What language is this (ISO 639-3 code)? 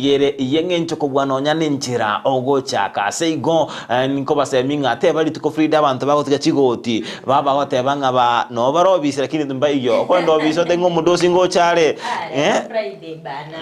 guz